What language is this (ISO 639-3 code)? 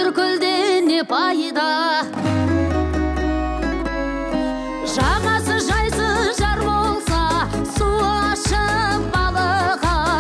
kaz